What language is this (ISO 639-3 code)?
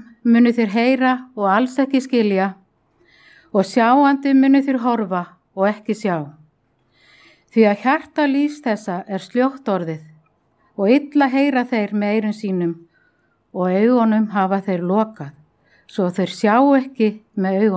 isl